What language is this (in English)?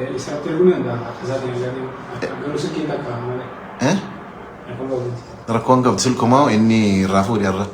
Oromo